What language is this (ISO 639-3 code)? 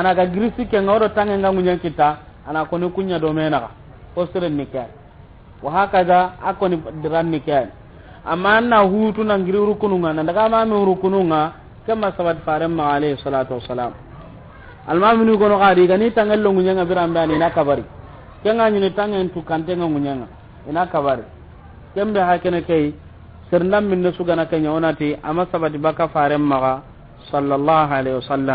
snk